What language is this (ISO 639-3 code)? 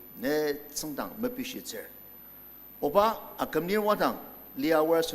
njo